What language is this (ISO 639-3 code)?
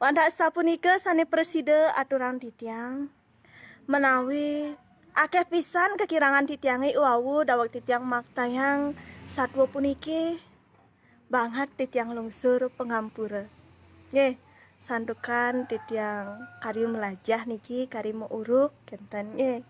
ban